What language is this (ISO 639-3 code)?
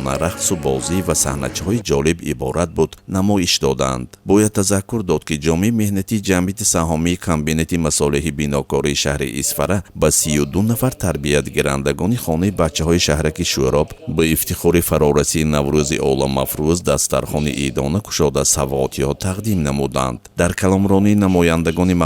tgk